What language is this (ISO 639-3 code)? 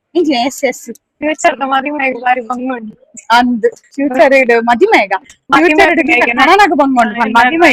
tcy